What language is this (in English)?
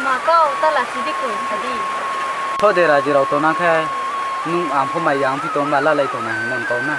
Riang (India)